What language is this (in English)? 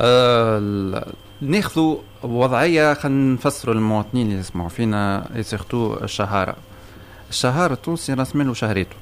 Tunisian Arabic